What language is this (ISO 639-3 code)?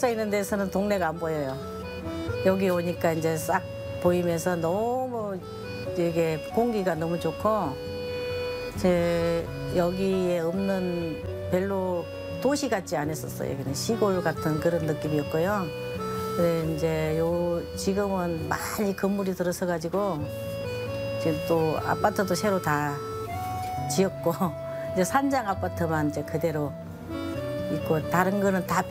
kor